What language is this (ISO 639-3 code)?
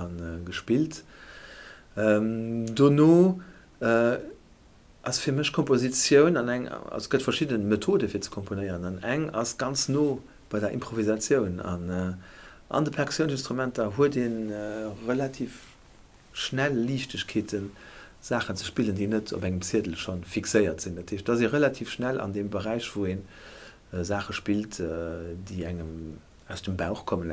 ltz